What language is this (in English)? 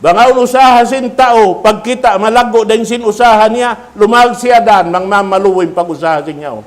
Tausug